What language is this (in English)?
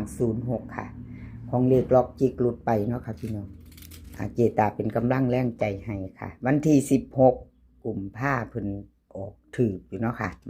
Northeastern Thai